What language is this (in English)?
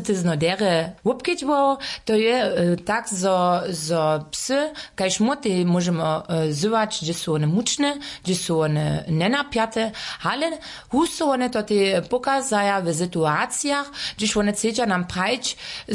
Upper Sorbian